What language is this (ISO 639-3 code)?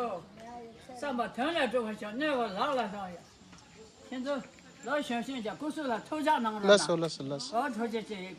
bod